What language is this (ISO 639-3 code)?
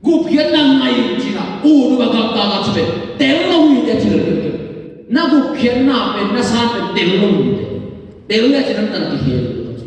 ctd